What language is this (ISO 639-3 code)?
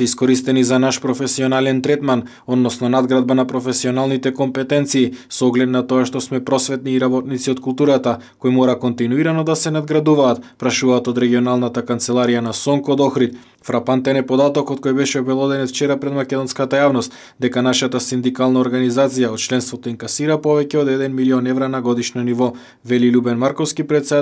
mkd